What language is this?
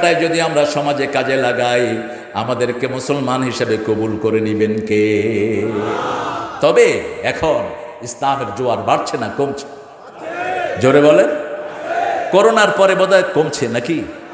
Bangla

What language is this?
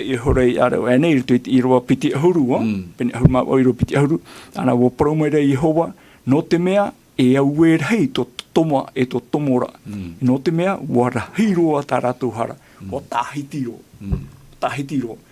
Tahitian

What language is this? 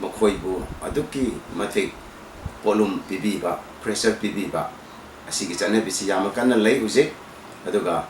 Manipuri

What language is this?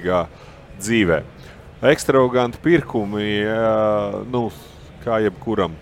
Latvian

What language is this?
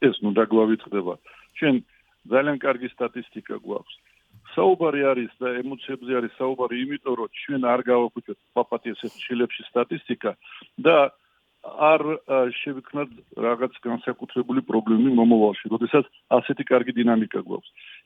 Georgian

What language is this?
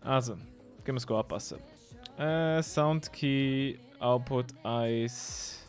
Swiss German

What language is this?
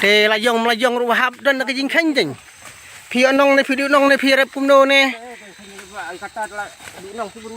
Khasi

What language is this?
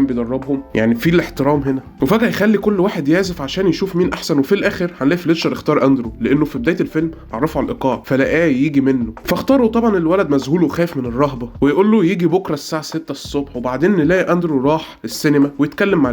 Egyptian Arabic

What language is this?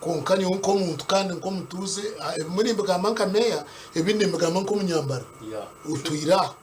Nyankole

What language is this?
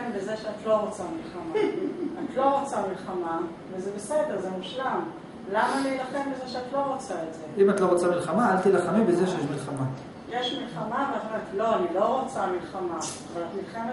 Hebrew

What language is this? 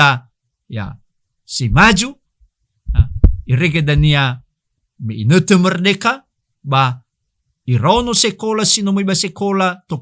Nias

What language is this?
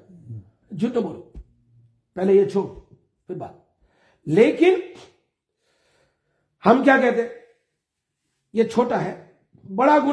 Urdu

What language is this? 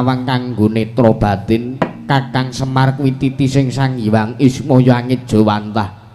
Javanese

